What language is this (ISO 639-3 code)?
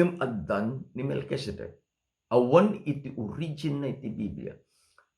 ilo